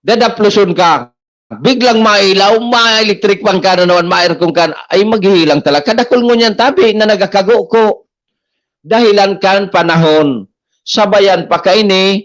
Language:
Bikol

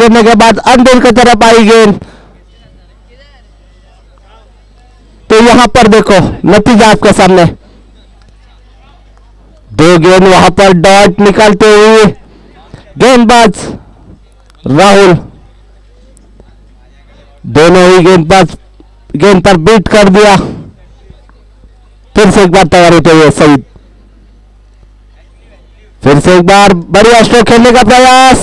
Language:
Hindi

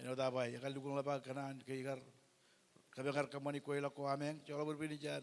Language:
Marshallese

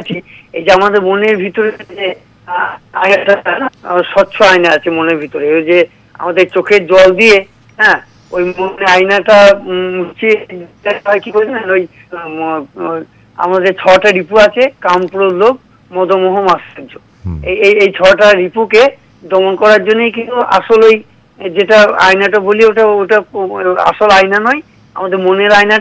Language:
Bangla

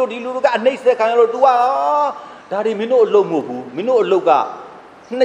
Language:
Burmese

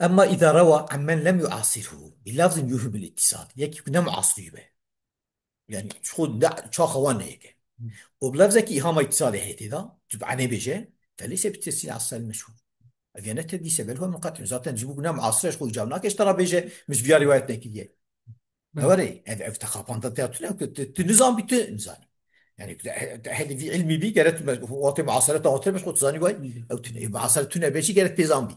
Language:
Kurdish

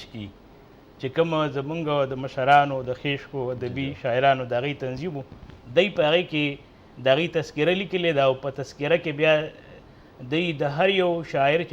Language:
Pashto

